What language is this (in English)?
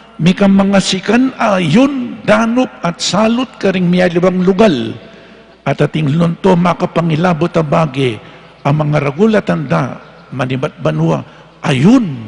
Pampanga